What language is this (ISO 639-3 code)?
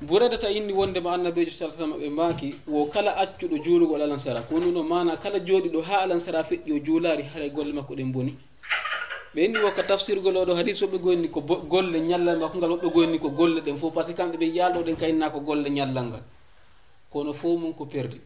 ful